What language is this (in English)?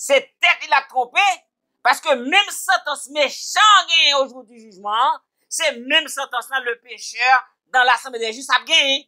Haitian Creole